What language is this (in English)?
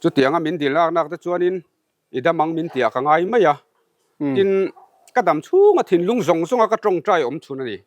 Mizo